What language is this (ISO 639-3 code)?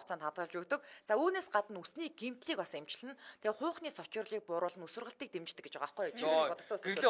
mon